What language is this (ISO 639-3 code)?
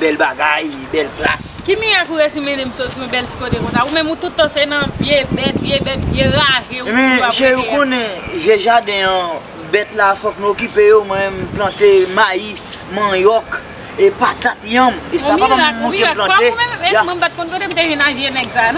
hat